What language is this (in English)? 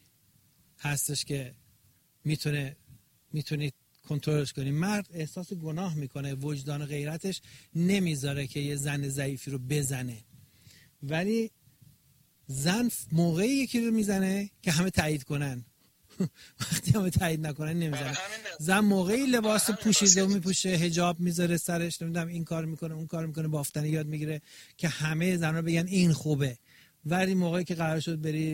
Persian